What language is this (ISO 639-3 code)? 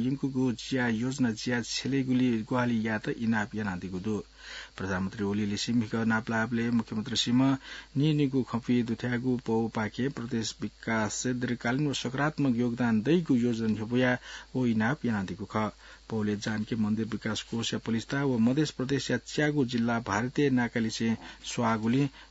new